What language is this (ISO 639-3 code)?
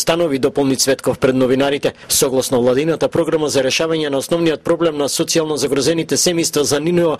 mkd